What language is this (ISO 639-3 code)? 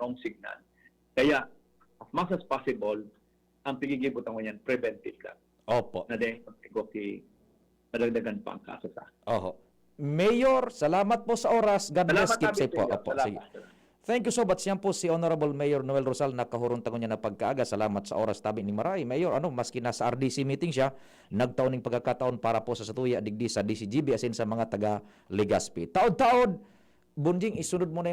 bik